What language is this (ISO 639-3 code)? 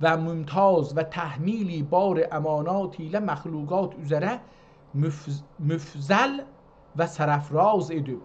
azb